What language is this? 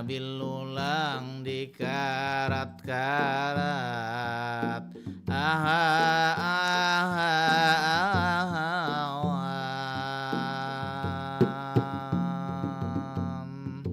Banjar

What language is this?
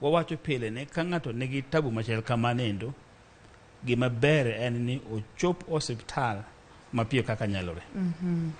Luo (Kenya and Tanzania)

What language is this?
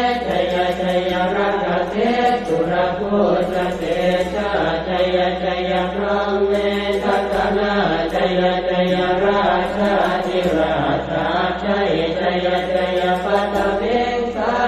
Pali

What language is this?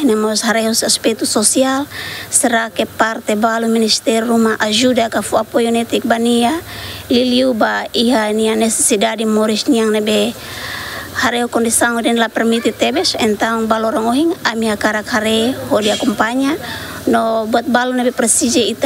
Tetum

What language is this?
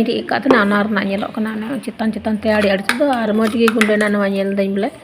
Santali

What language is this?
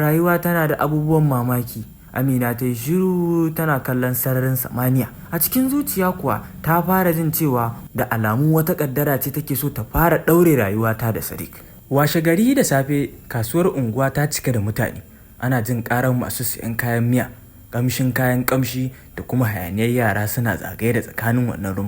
Hausa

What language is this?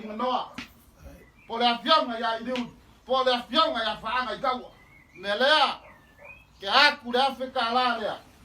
Samoan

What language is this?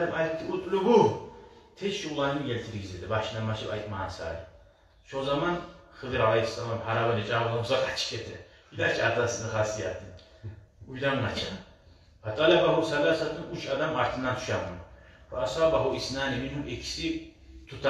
Kumyk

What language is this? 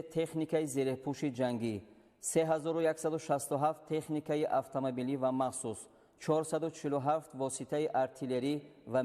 Tajik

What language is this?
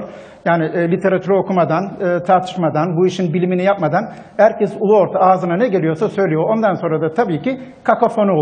Turkish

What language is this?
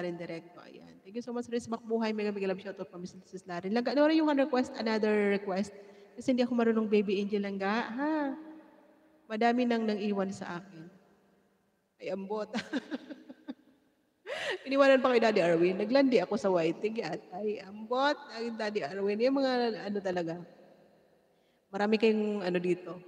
Filipino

